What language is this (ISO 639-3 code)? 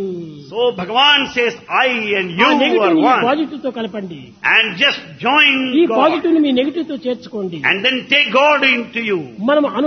tel